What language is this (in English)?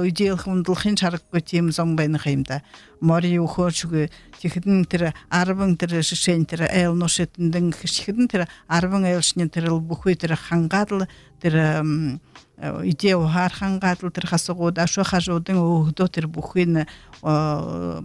Buriat